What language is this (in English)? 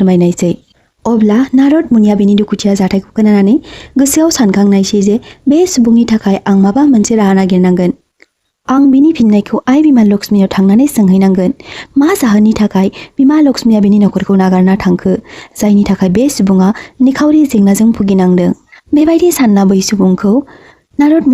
Bodo